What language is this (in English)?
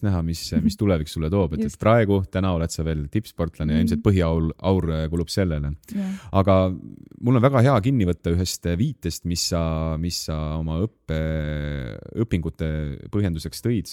Estonian